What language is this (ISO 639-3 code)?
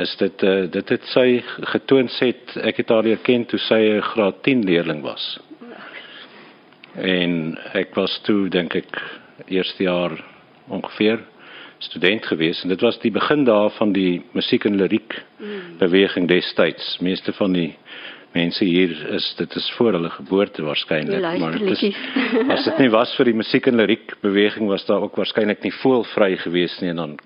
afr